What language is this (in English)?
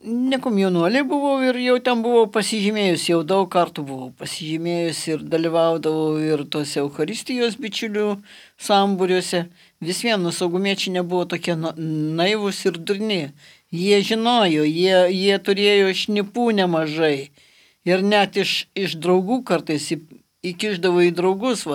Lithuanian